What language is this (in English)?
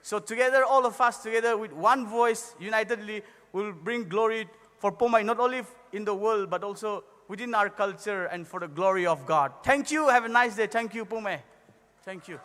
Poumei Naga